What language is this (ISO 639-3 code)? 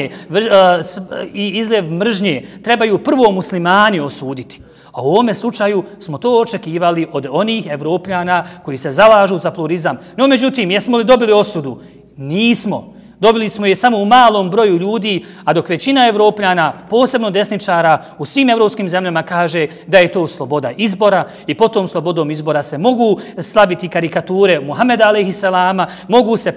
bos